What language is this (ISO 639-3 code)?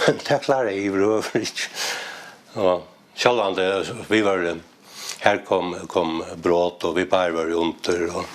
fao